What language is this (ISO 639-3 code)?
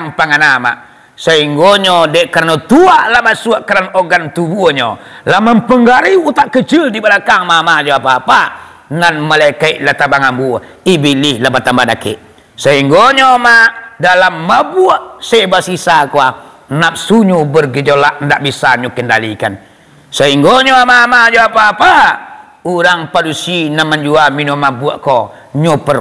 min